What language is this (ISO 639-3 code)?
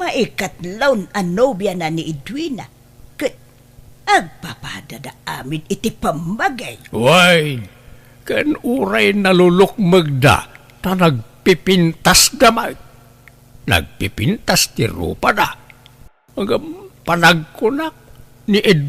ilo